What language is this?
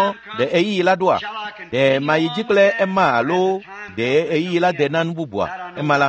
Ewe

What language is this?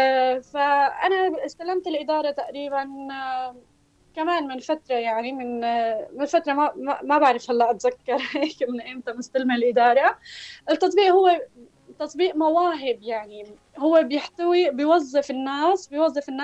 North Levantine Arabic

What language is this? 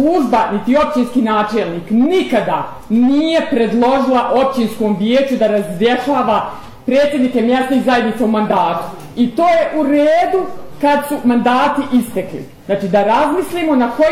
Bosnian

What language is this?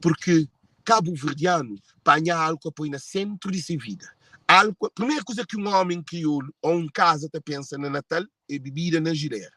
Kabuverdianu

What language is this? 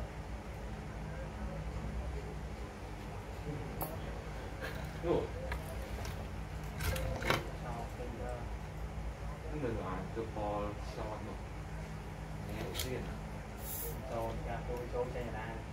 Vietnamese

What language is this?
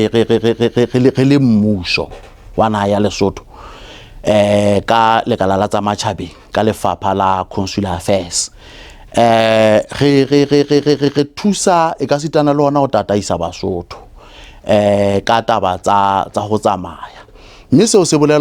Southern Sotho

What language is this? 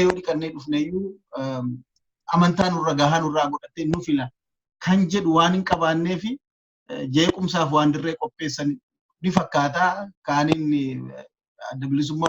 Oromo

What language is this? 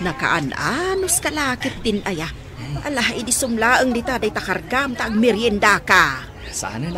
Iloko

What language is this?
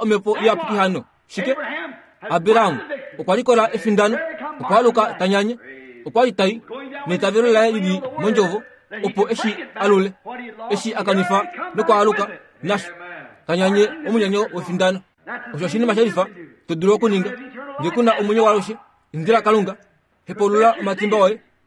Kuanyama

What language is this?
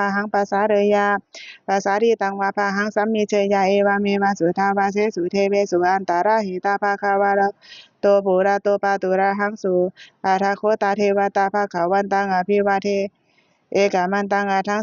Pali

